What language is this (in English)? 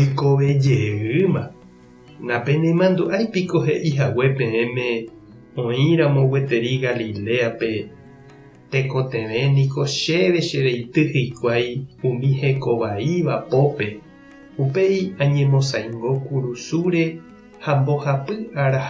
Guarani